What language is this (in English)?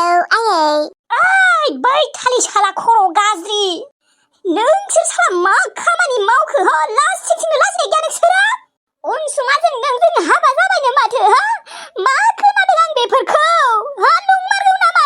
Bodo